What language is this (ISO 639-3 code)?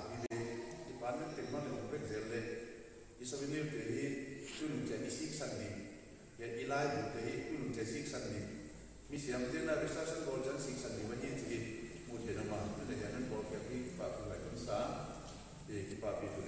pck